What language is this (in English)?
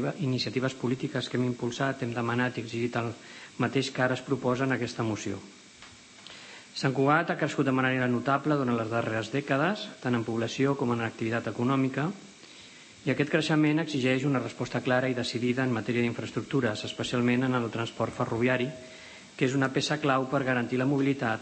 Catalan